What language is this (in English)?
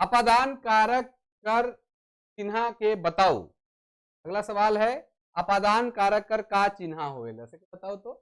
Sadri